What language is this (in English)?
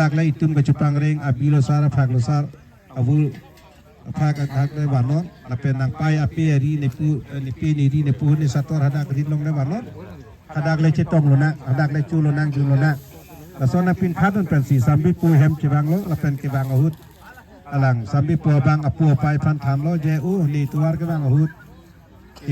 Karbi